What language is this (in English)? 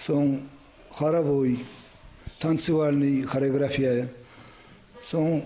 Kumyk